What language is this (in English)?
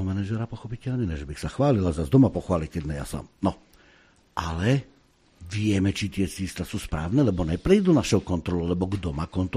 Slovak